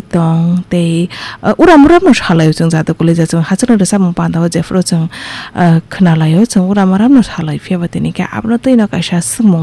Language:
Kok Borok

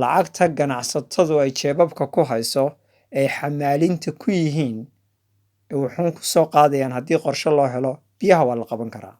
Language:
Somali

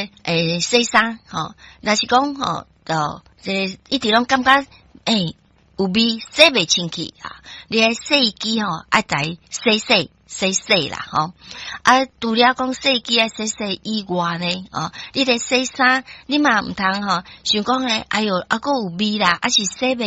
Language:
Min Nan Chinese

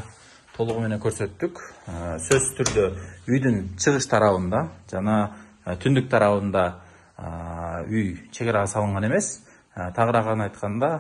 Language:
Kyrgyz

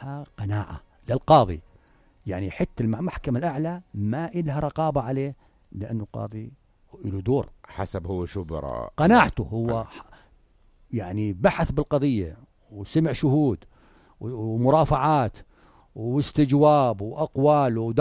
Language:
North Levantine Arabic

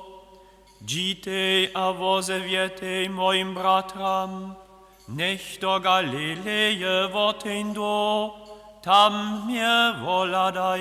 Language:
Upper Sorbian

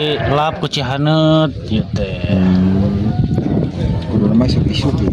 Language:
Sundanese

